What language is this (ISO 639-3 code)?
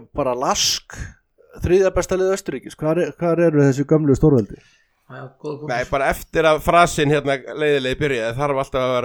isl